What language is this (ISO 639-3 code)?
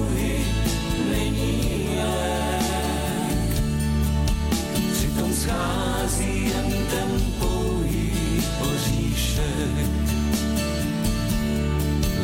ces